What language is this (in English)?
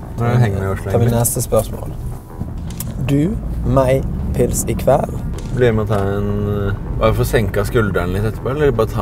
Norwegian